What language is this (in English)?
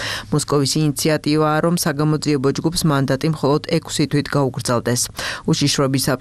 Georgian